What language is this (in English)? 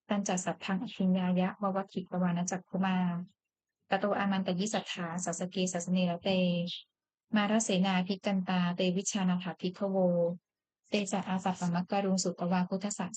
Pali